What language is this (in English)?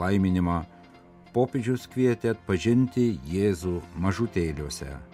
Lithuanian